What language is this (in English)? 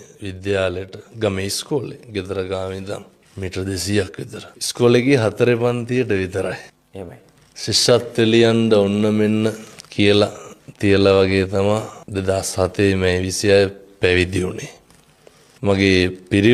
Sinhala